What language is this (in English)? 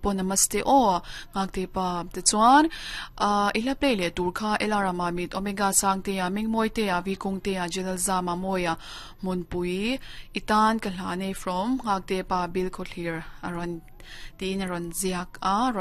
Mizo